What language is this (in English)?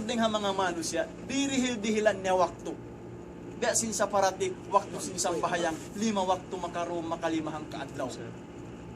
Tausug